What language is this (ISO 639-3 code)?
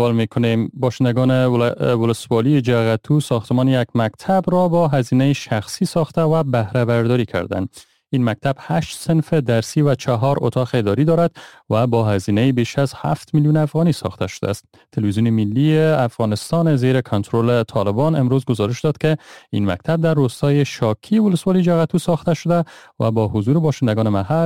fas